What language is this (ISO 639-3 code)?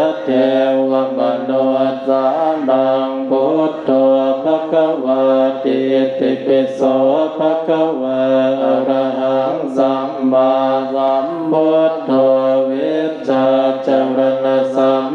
pli